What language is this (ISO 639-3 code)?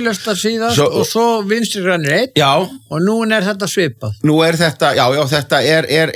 isl